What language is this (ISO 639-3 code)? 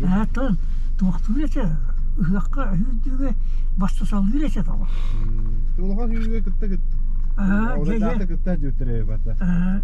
sah